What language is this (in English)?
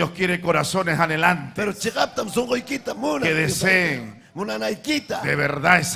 Ayacucho Quechua